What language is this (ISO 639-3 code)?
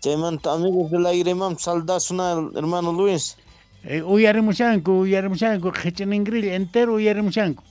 que